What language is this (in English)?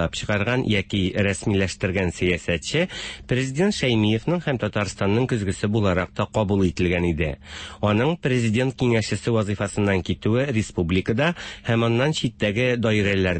Tatar